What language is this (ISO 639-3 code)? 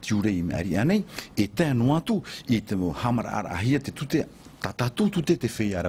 tah